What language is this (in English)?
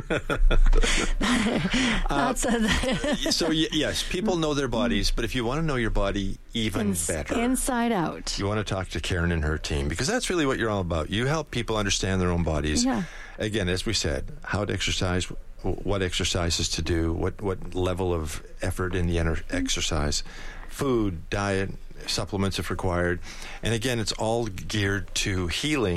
English